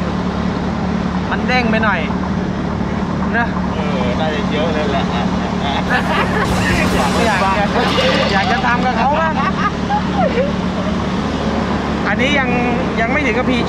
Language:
Thai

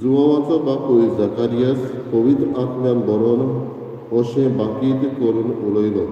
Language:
Konkani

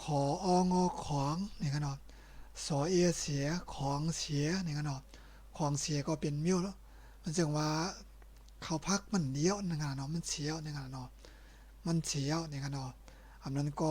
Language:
Shan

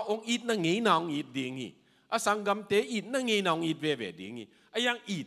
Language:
Tedim Chin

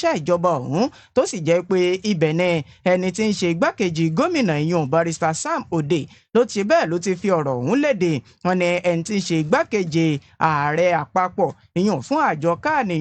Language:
Yoruba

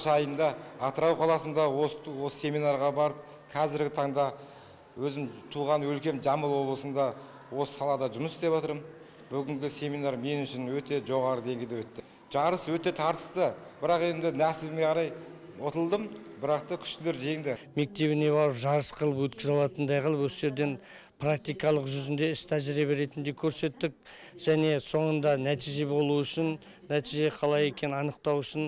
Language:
Kazakh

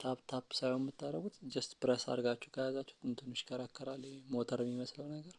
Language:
Amharic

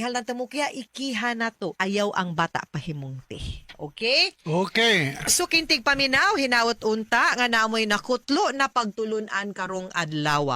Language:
Cebuano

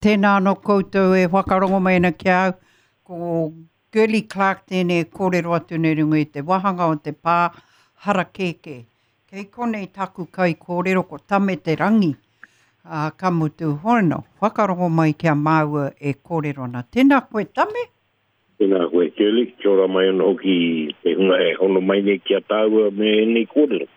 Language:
Māori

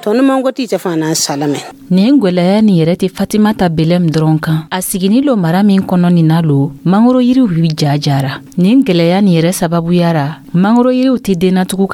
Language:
Dyula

